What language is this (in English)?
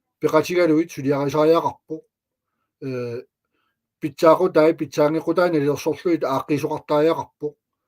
Kalaallisut